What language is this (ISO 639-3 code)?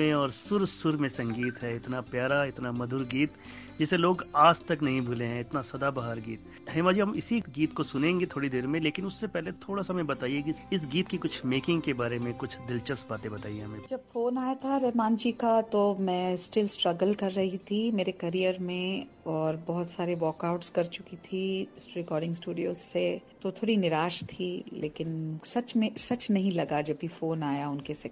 hin